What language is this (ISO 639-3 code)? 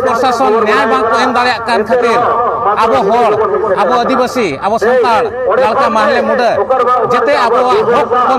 sat